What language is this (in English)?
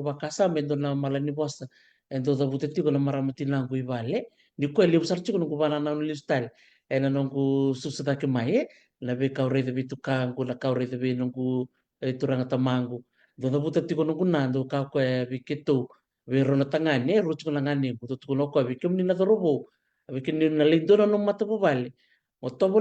Fijian